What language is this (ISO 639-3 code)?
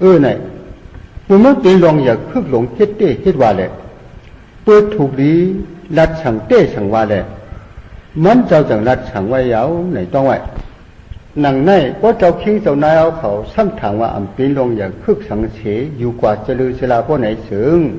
shn